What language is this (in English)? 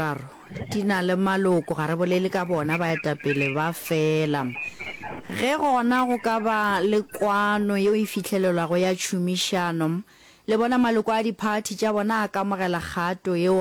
Northern Sotho